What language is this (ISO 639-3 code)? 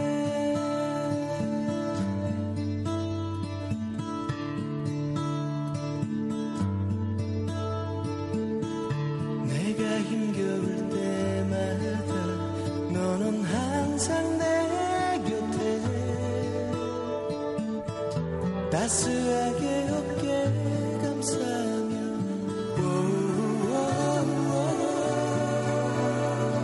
kor